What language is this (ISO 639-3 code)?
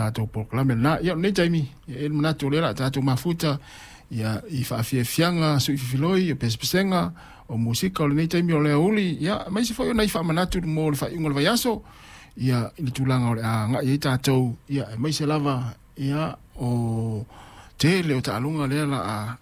smo